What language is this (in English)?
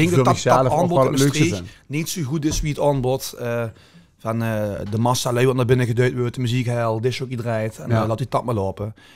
Limburgish